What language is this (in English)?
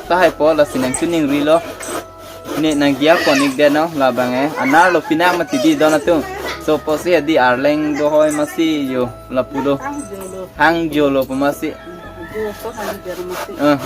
Karbi